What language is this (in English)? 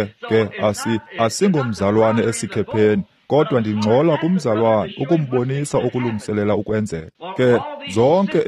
Xhosa